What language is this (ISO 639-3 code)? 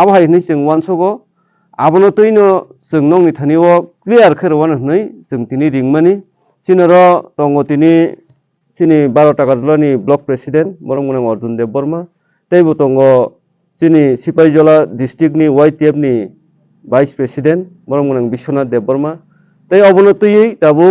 trp